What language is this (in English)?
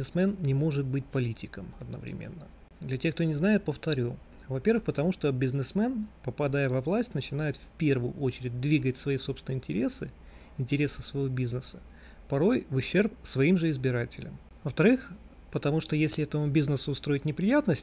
Russian